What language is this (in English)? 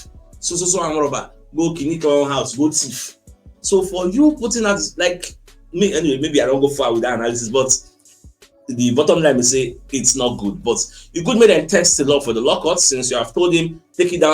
Nigerian Pidgin